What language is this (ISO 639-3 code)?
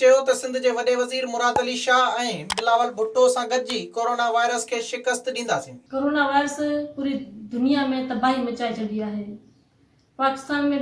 snd